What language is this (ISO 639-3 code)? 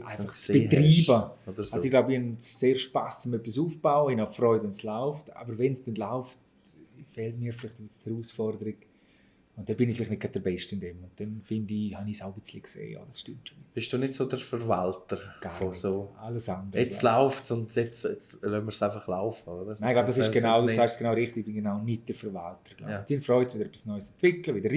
gsw